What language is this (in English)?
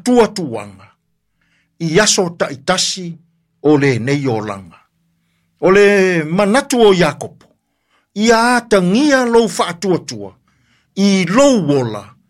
Samoan